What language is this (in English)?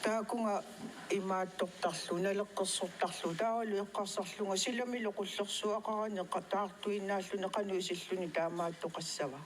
Kalaallisut